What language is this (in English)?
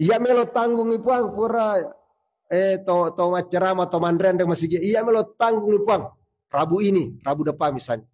Buginese